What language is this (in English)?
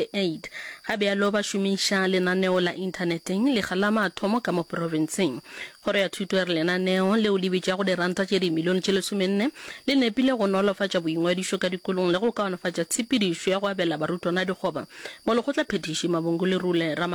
Northern Sotho